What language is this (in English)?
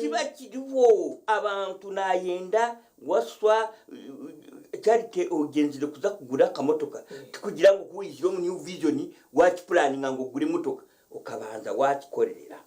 Nyankole